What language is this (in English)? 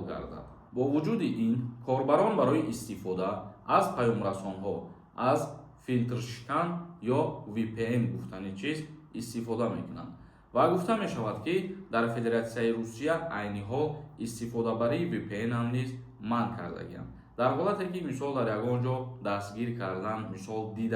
Tajik